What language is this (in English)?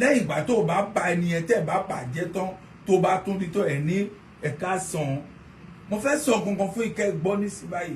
Yoruba